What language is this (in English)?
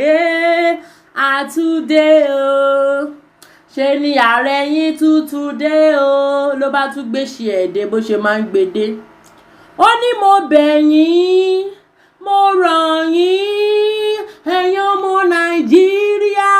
Yoruba